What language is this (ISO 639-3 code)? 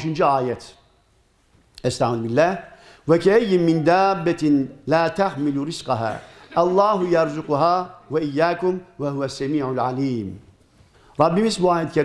tur